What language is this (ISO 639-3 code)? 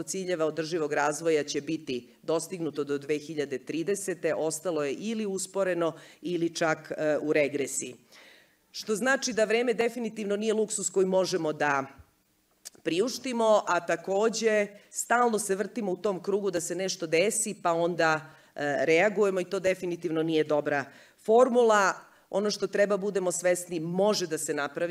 srp